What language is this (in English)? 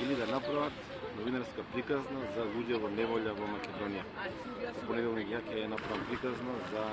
Macedonian